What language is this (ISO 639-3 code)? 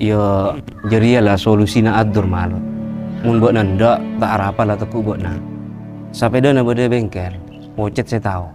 mad